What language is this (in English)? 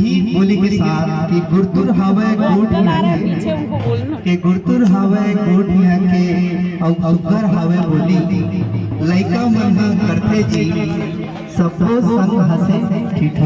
Chhattisgarhi